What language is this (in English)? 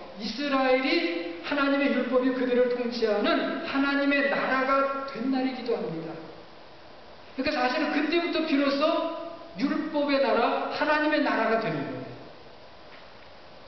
Korean